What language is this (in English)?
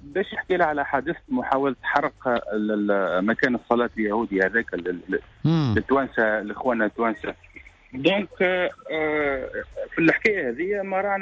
Tunisian Arabic